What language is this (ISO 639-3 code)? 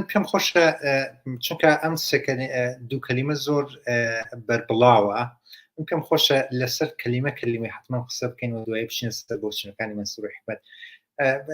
ckb